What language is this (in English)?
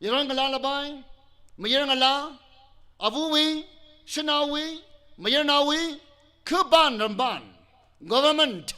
Tangkhul Naga (India)